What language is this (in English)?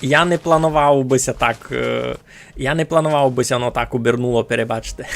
Rusyn